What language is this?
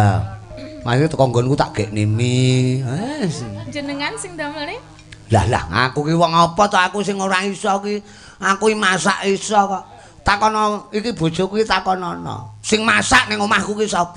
Javanese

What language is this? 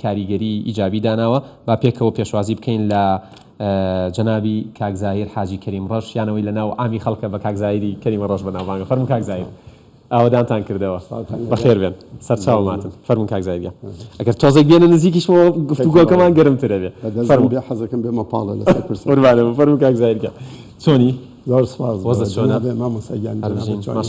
Central Kurdish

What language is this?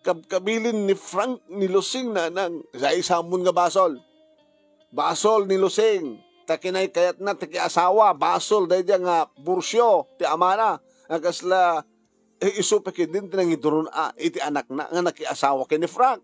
Iloko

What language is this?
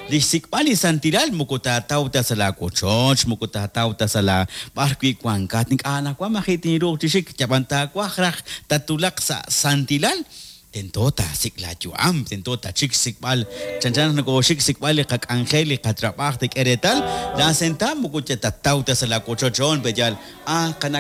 Kekchí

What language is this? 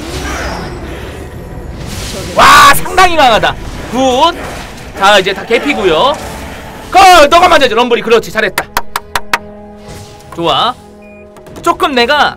Korean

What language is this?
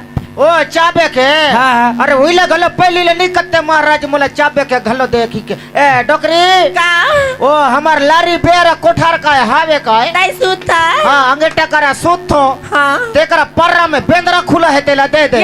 Chhattisgarhi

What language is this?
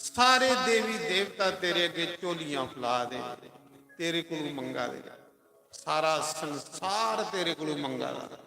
Dogri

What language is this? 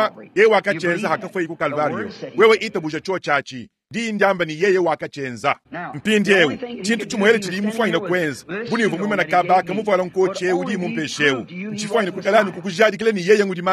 Luba-Lulua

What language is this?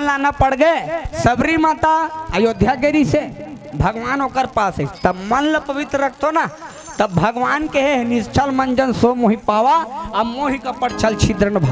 Chhattisgarhi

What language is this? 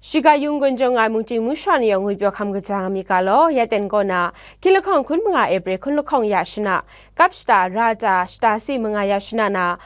Kachin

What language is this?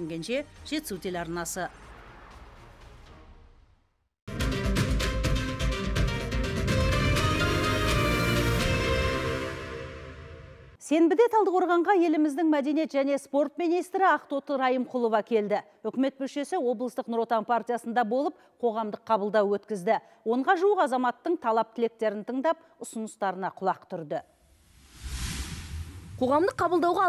Kazakh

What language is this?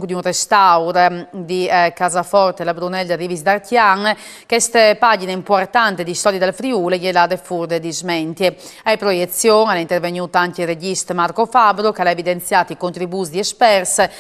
Friulian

